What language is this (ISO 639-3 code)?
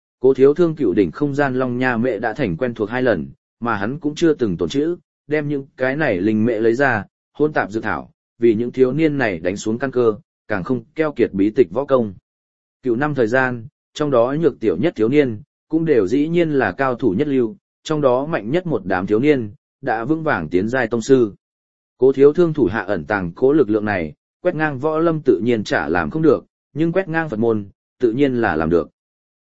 vie